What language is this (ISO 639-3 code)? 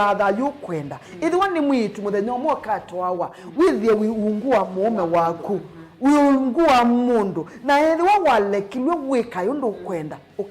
kam